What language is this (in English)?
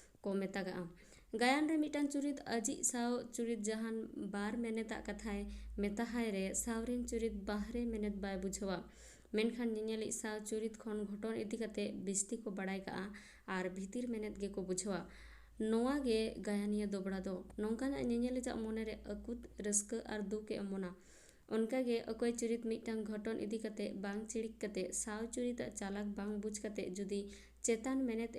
Santali